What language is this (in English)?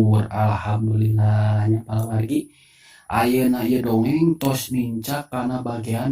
Sundanese